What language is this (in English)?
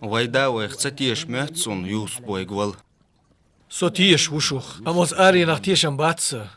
Chechen